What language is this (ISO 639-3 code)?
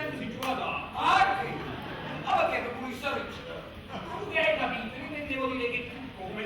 nap